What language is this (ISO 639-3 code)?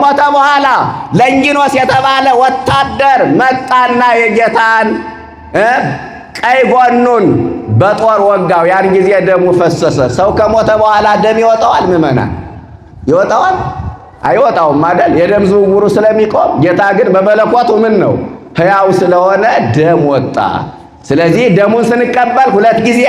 amh